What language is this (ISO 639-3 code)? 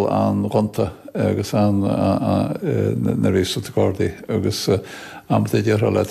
gle